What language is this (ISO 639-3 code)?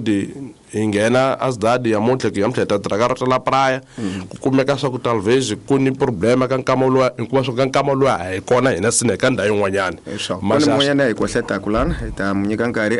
tso